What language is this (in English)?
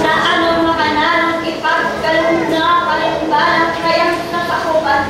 Pampanga